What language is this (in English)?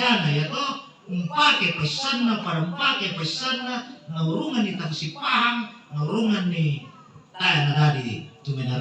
Toraja-Sa'dan